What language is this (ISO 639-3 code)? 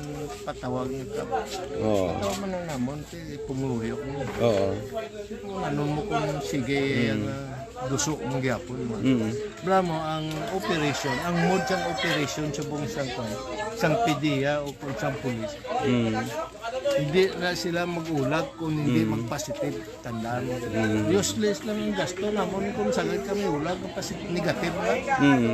hil